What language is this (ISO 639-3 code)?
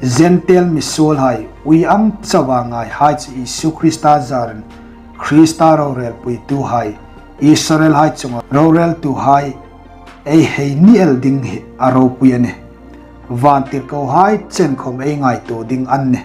hmr